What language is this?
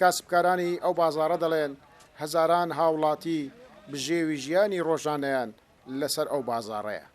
Central Kurdish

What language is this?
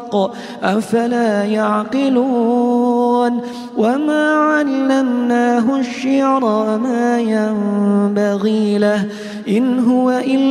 Arabic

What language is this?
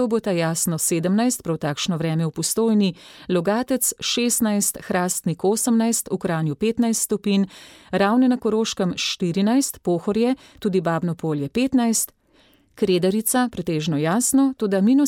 Slovenian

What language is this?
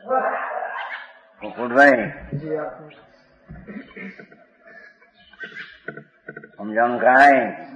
Gujarati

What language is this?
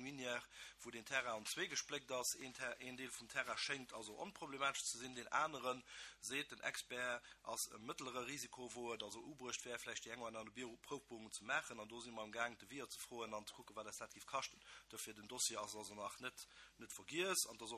Luxembourgish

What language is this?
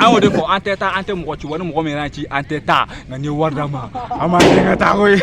Bambara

